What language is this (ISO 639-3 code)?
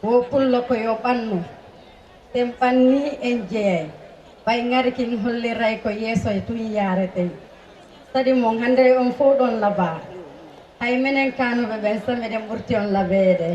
ful